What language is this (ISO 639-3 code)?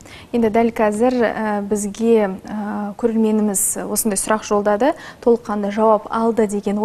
kaz